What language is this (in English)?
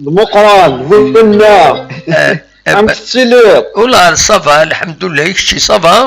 Kabyle